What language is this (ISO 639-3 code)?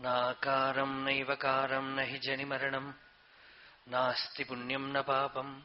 san